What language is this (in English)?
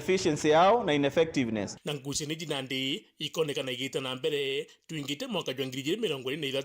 Meru